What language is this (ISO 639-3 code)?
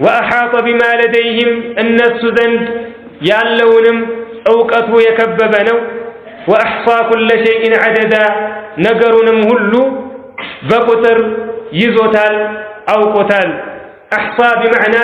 amh